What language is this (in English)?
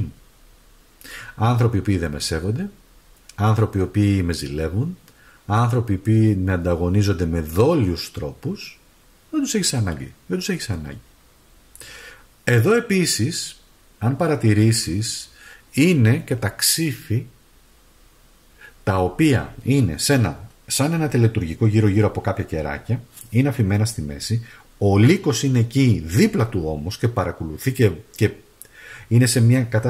Greek